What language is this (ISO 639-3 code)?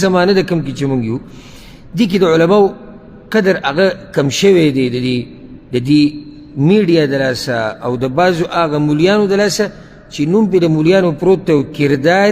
pus